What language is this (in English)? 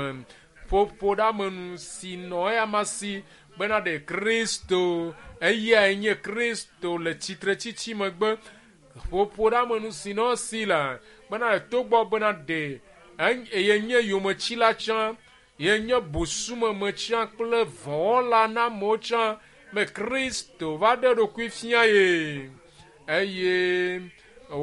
Ewe